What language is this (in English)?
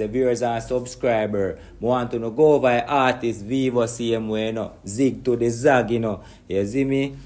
Jamaican Creole English